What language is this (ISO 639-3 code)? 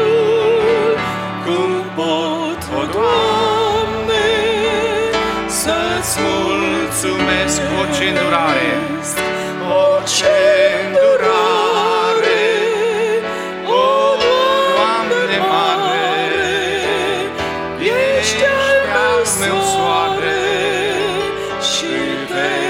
ron